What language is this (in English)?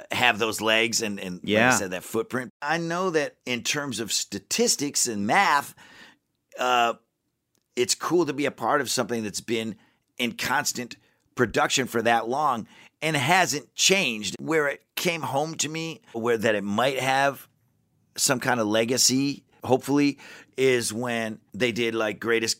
English